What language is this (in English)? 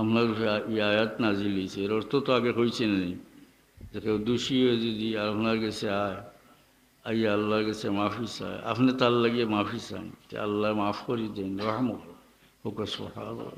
Sylheti